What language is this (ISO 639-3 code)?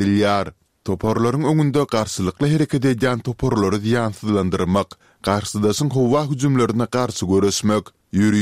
tuk